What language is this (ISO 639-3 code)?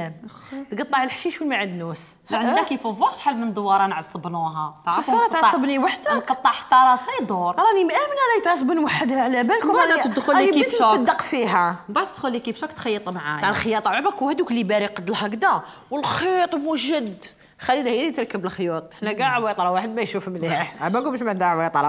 arq